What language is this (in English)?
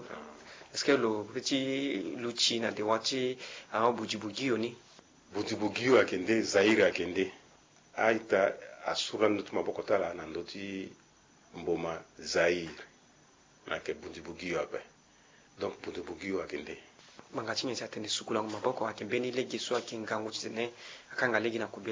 Sango